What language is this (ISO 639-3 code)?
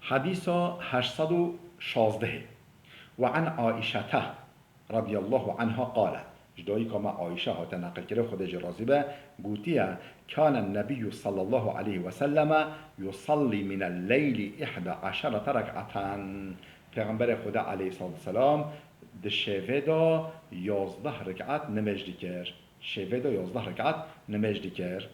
kur